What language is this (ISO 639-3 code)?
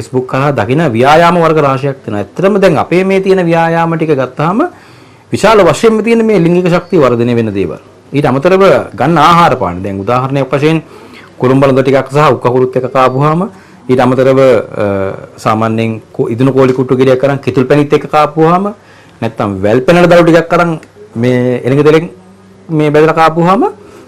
sin